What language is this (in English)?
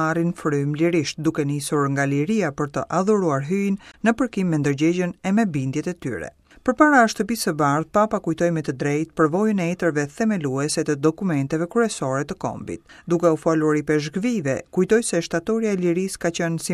Albanian